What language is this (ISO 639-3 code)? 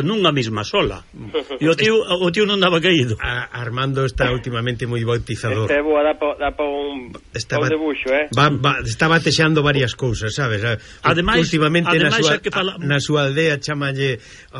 glg